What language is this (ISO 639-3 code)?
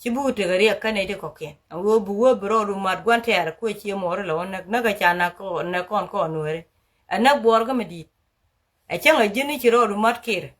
nus